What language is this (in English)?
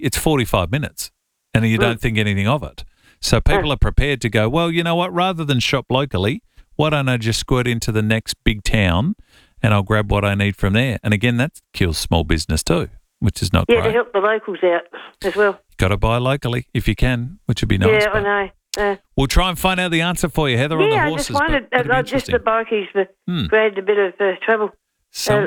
English